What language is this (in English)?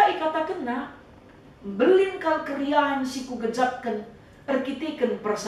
Batak Karo